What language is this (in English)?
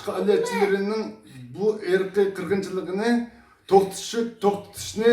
Uyghur